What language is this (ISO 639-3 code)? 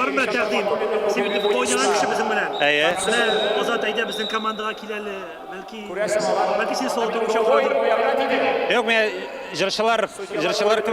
tat